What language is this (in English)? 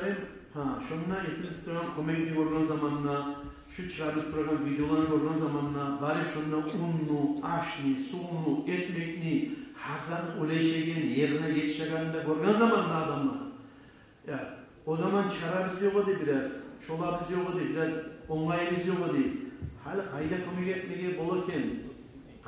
Kumyk